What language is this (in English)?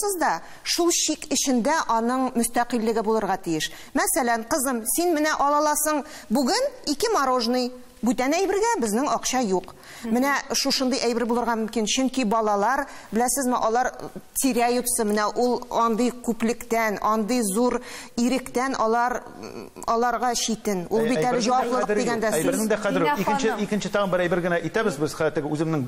Tatar